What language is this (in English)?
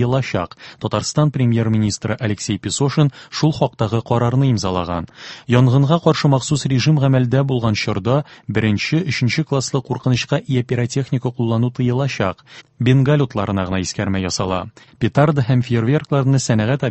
Tatar